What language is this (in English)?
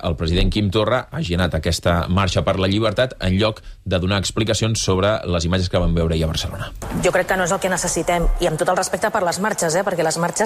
Catalan